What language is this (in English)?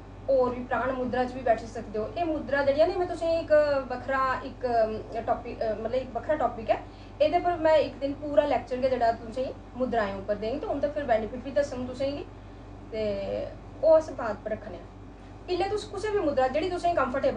Dogri